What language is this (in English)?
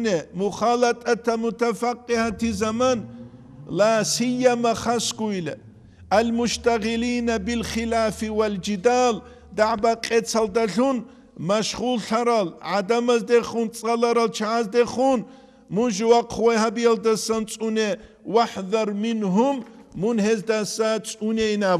Avaric